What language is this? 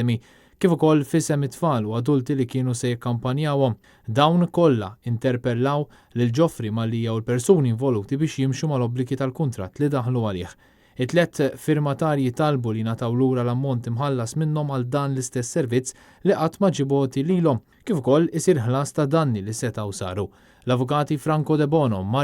Maltese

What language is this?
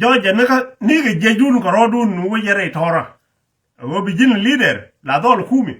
Nuer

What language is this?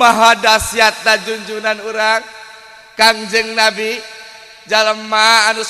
Sundanese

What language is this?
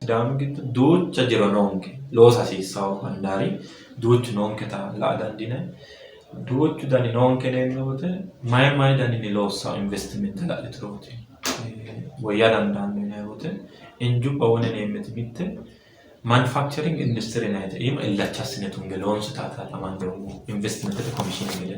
Sidamo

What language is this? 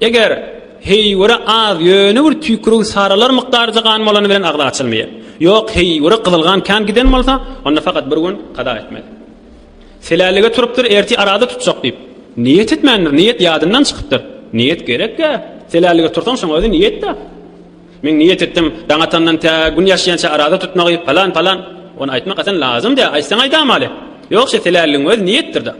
Turkmen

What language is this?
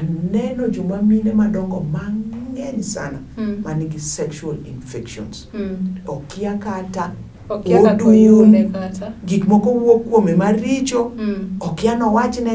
Luo (Kenya and Tanzania)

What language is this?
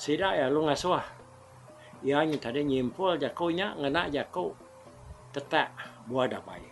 Iban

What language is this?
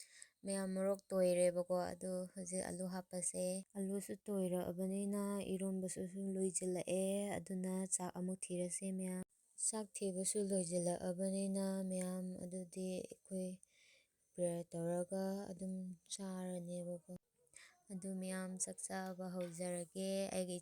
Manipuri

